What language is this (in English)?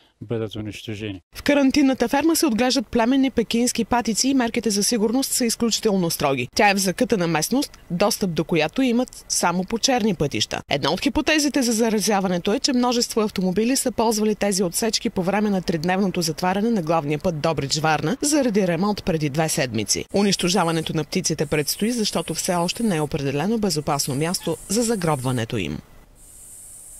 Bulgarian